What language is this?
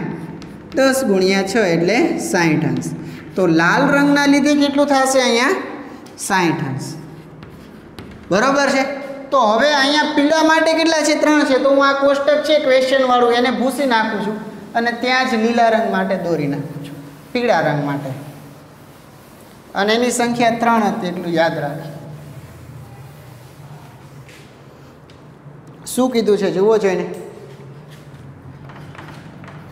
Gujarati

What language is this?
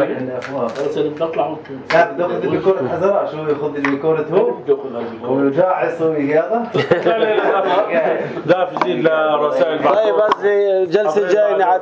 North Levantine Arabic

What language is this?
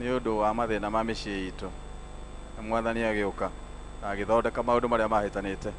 Kikuyu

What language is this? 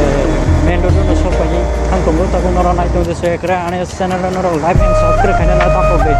Kok Borok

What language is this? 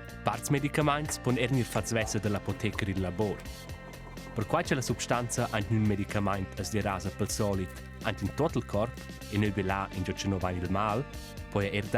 Romansh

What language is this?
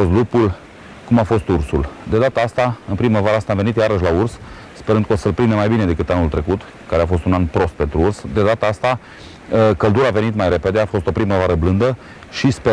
Romanian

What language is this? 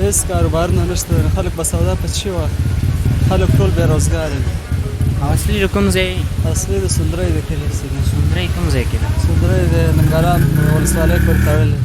Pashto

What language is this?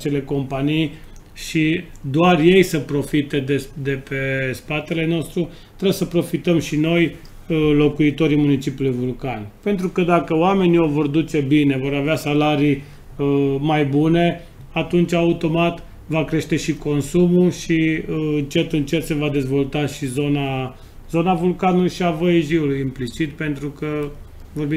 Romanian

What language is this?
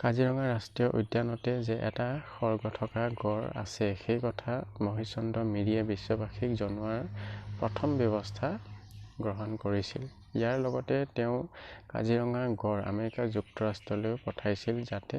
Assamese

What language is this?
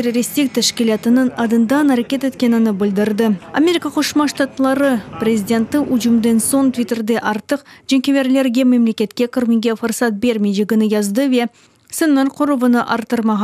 Crimean Tatar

